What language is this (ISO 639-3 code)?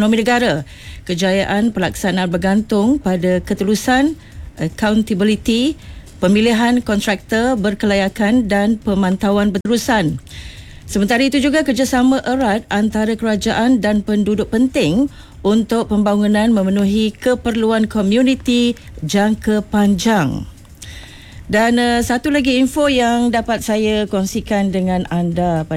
msa